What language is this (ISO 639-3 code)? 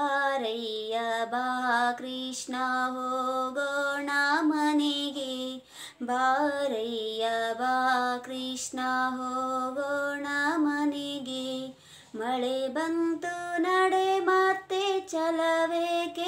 kan